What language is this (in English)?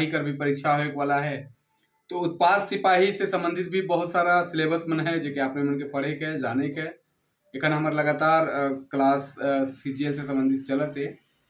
Sadri